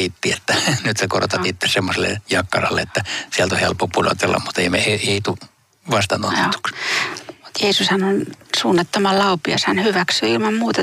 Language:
Finnish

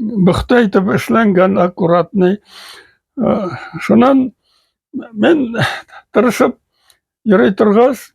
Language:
Bashkir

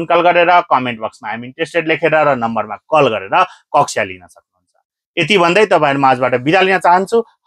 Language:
Nepali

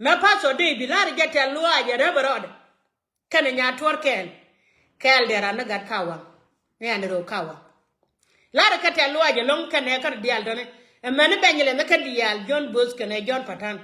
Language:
Nuer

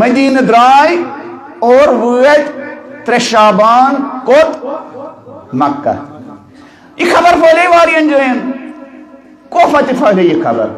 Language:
Kashmiri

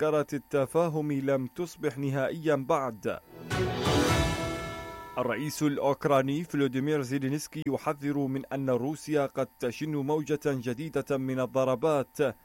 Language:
Arabic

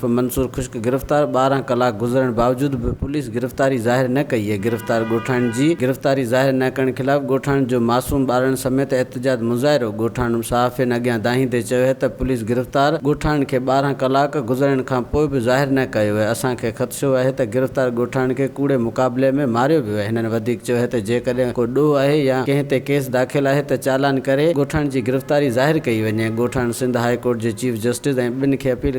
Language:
Sindhi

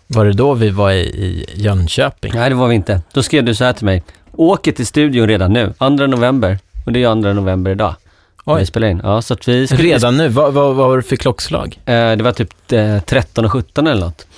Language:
Swedish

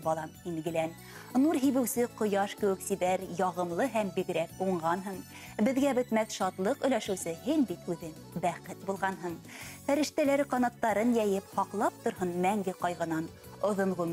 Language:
Bashkir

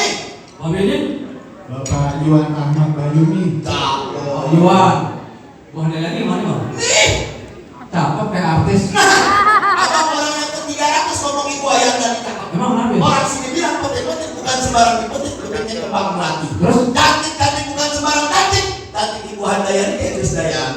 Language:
Betawi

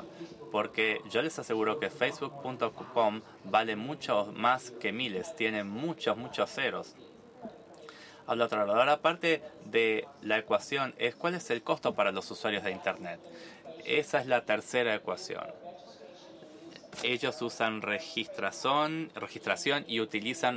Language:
Spanish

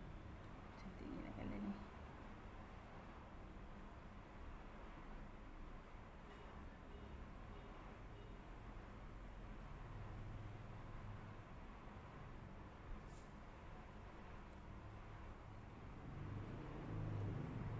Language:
Malay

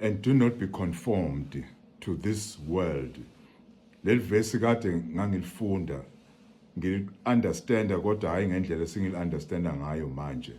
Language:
Zulu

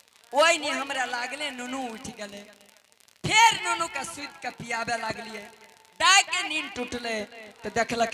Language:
Angika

